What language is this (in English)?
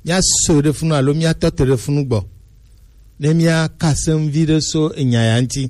Gen